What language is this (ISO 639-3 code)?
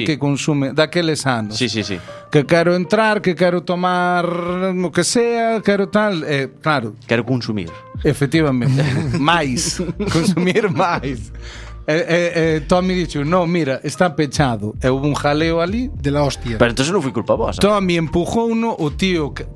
glg